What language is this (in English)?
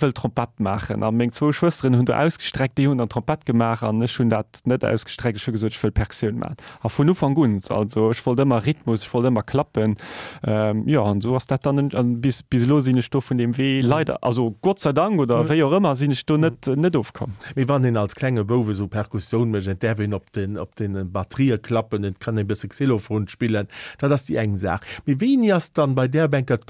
Luxembourgish